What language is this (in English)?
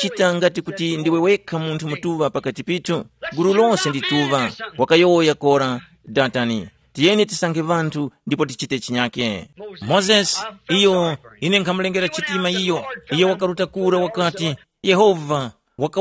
Tumbuka